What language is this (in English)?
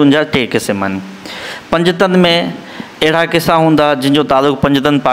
Sindhi